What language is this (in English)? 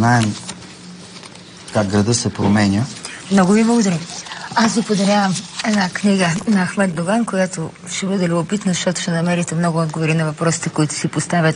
Bulgarian